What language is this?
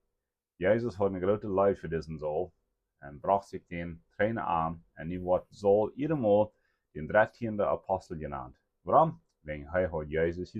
Plautdietsch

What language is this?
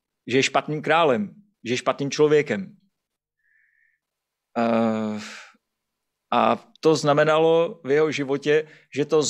Czech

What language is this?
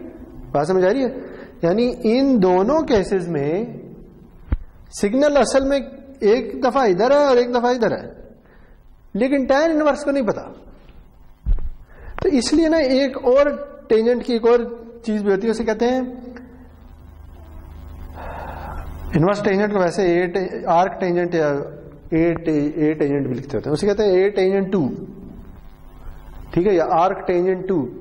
Urdu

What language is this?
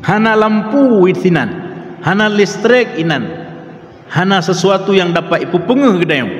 Achinese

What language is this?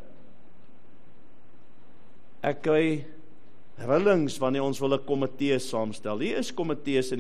Afrikaans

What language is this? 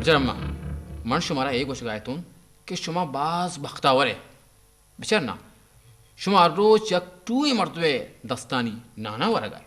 Eastern Balochi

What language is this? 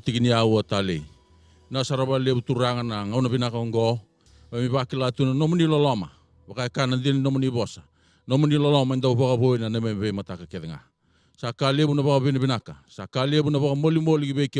Fijian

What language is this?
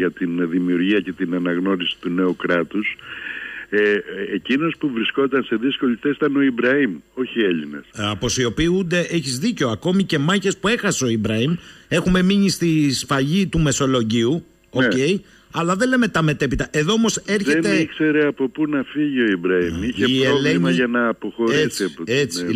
Greek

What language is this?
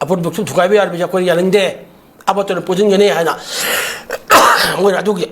Manipuri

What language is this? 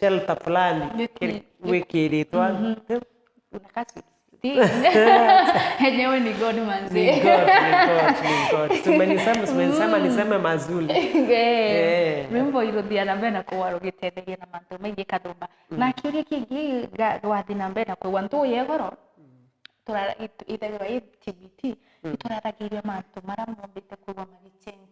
Meru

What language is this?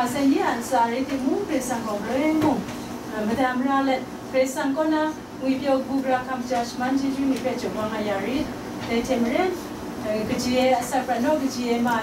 Kachin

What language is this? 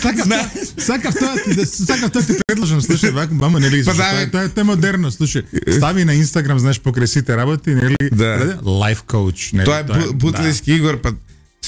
Macedonian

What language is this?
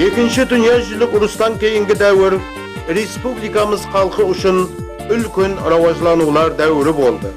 Kara-Kalpak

